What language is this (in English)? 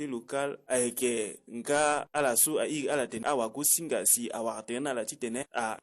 Sango